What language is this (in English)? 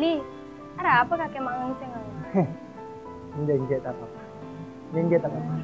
Madurese